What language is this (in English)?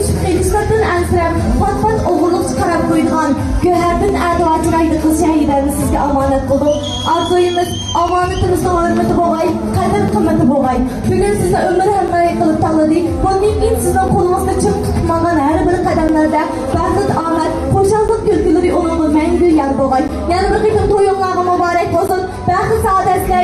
Uyghur